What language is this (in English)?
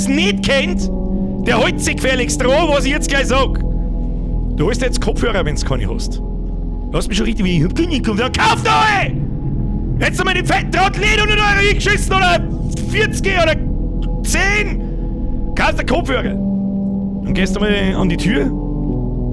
Bavarian